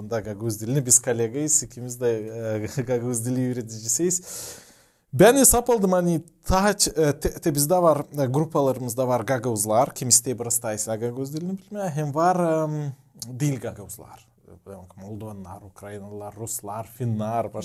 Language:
Gagauz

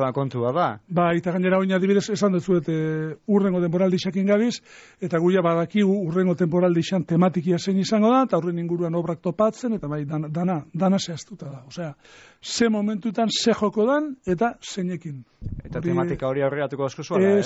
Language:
Basque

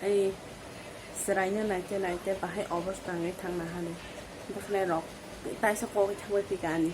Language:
Kok Borok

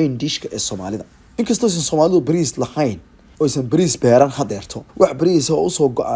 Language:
Somali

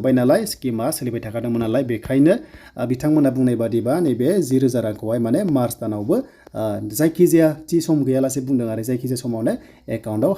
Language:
Bodo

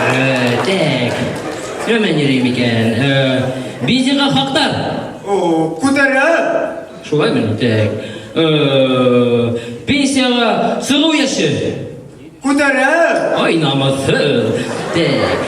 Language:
Bashkir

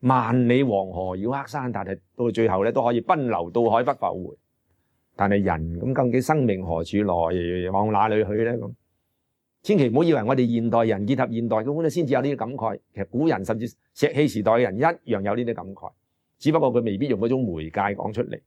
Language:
Cantonese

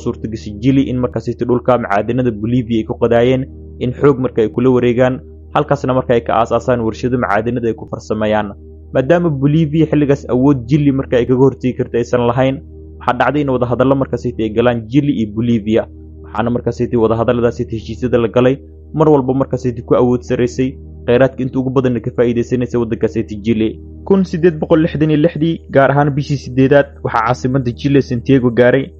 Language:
Somali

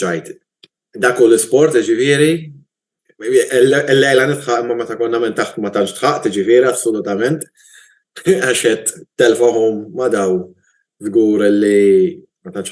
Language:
Maltese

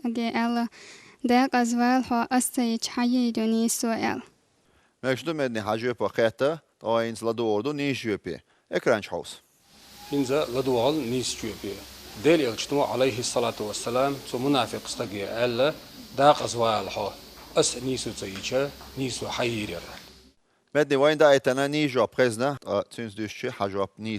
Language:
Chechen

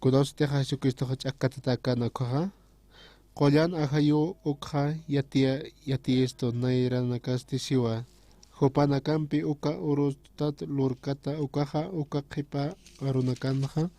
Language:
Aymara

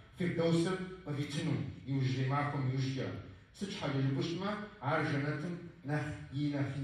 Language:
Kabardian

